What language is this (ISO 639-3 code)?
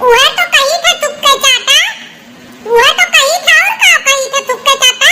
awa